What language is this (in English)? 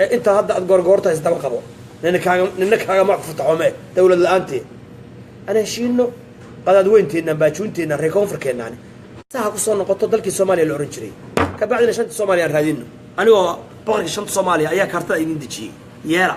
Somali